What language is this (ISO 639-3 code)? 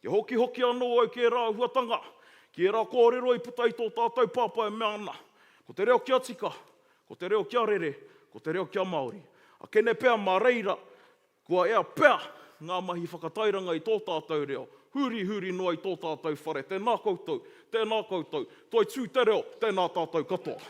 mri